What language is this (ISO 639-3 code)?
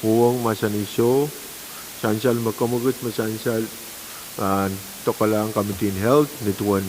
pon